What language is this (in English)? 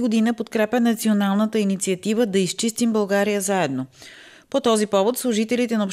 Bulgarian